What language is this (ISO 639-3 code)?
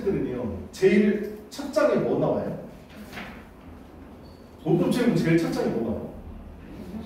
kor